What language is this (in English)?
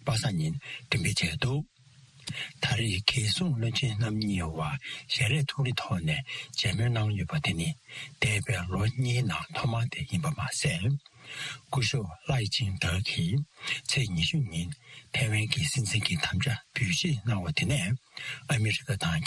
Tibetan